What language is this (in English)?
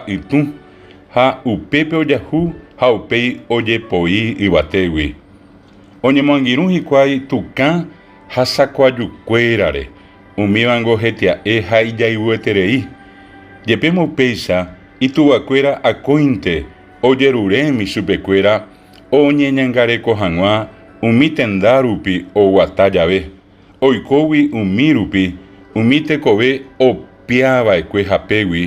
Guarani